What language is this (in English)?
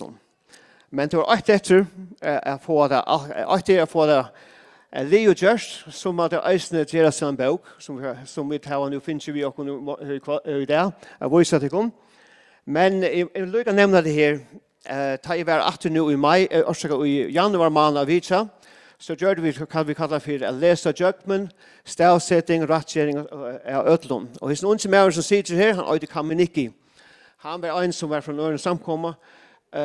Faroese